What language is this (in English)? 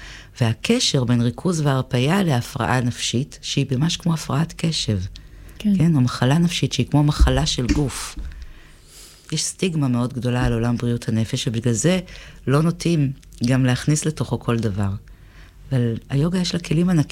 Hebrew